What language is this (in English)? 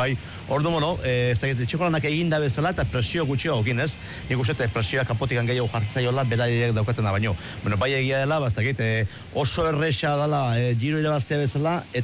Basque